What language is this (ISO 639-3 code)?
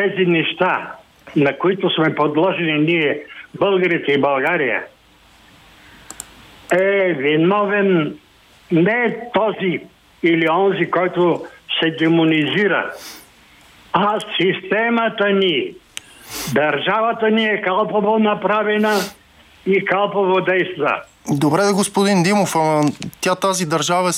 bul